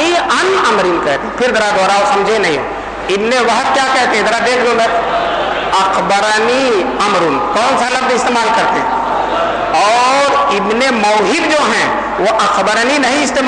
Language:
Urdu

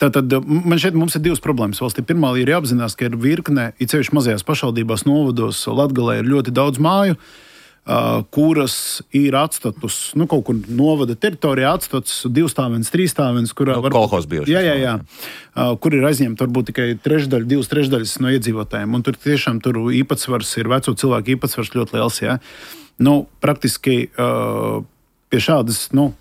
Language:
Latvian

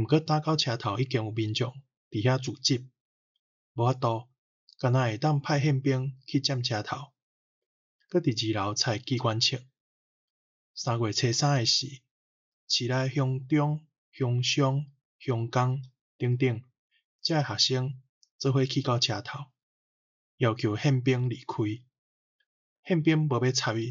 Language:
Min Nan Chinese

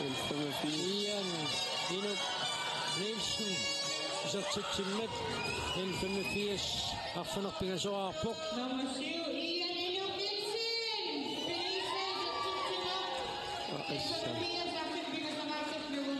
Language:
Kalaallisut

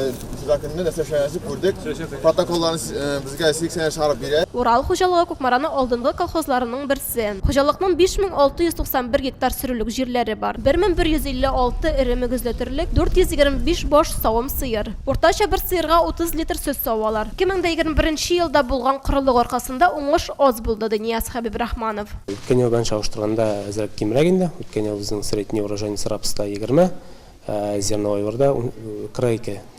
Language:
Tatar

